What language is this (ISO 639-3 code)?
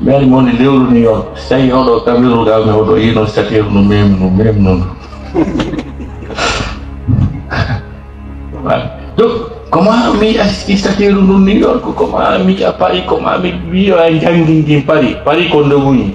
ful